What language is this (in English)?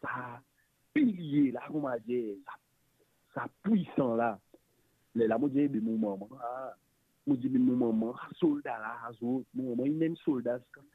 Morisyen